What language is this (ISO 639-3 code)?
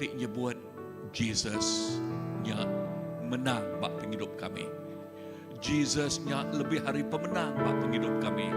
iba